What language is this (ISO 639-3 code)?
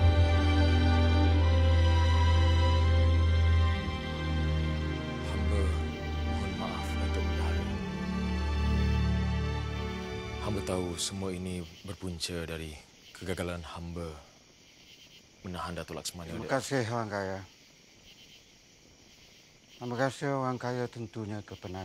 msa